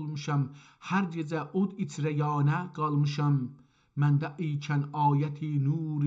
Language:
South Azerbaijani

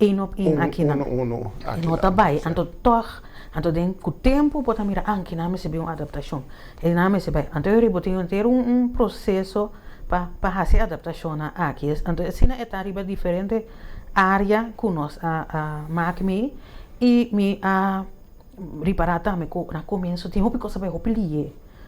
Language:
Papiamento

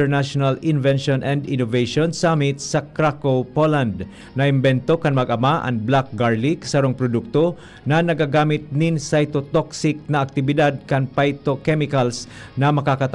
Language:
Bikol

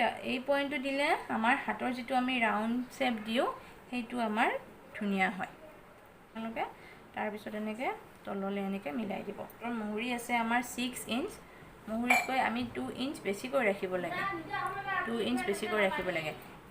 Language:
Assamese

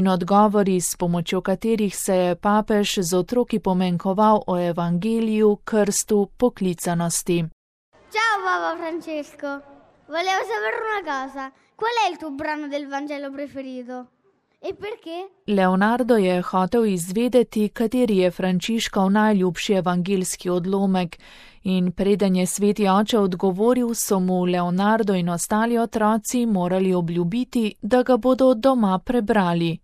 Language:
Slovenian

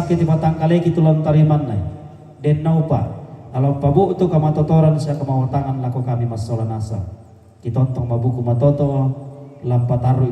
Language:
Toraja-Sa'dan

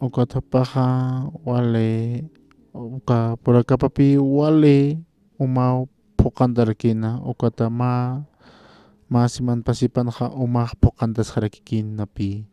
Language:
Aymara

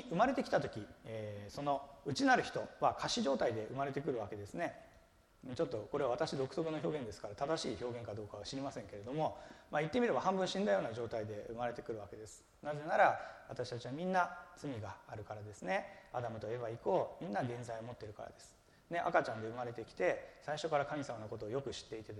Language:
Japanese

